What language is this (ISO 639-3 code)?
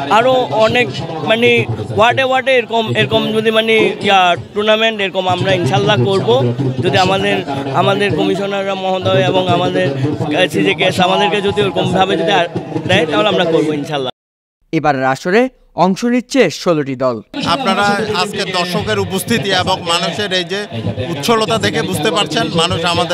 ben